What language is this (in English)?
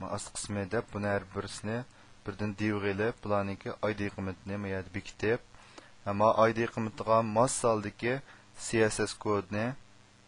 Uyghur